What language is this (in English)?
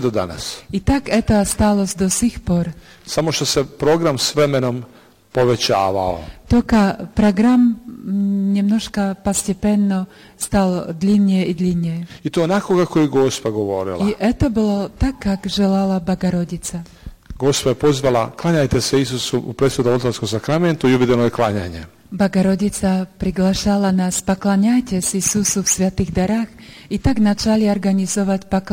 Serbian